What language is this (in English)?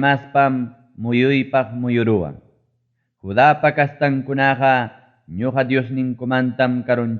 Ayacucho Quechua